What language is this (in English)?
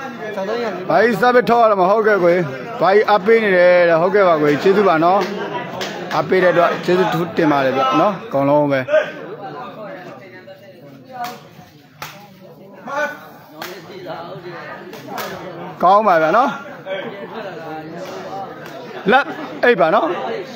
Burmese